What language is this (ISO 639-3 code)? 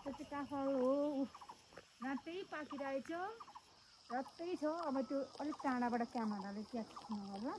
nep